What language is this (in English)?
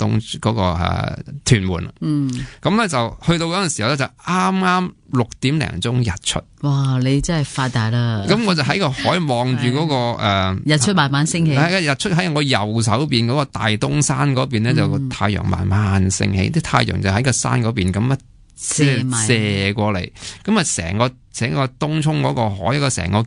Cantonese